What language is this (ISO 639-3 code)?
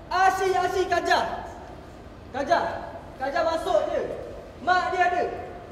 msa